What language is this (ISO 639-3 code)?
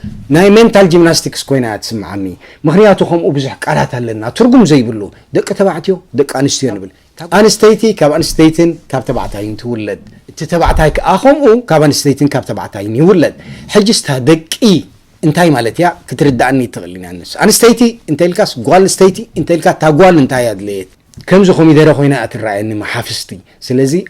tir